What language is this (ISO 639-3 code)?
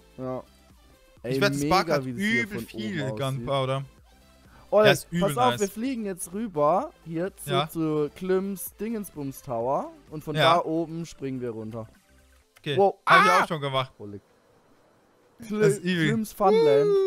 deu